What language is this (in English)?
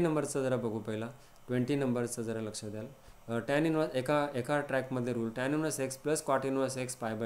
Marathi